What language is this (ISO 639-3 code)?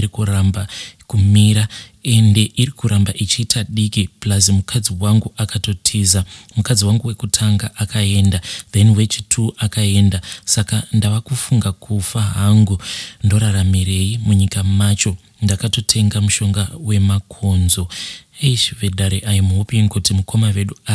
sna